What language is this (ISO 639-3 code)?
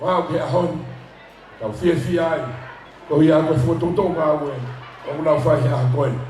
ton